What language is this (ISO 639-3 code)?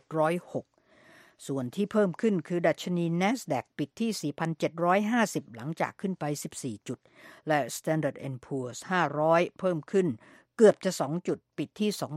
tha